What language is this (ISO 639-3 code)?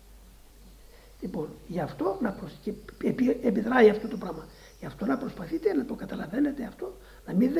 ell